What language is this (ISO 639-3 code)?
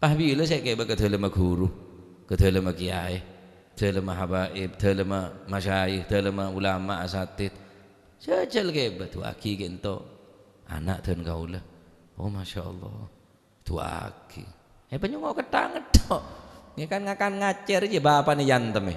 mad